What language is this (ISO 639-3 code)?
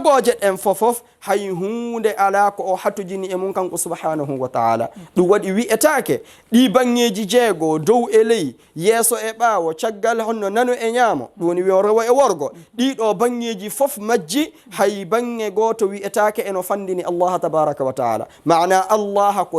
ful